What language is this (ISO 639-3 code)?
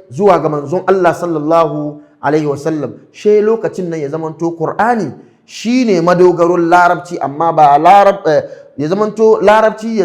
hau